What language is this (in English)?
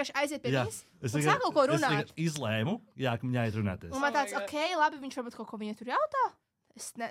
Latvian